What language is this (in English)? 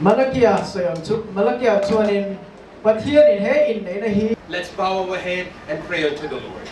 Hakha Chin